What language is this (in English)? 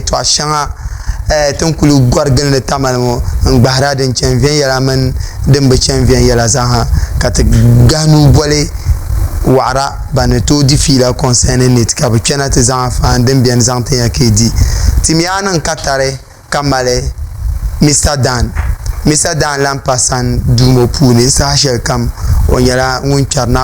Dagbani